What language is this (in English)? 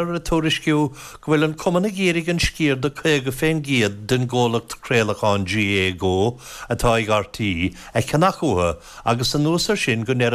Irish